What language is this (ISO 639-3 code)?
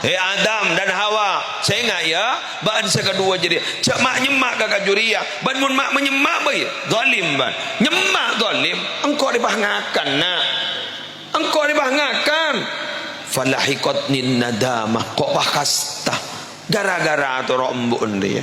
mad